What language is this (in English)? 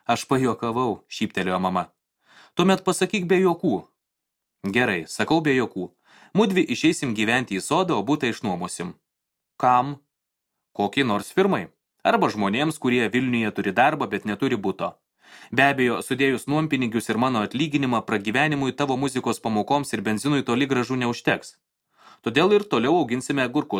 Lithuanian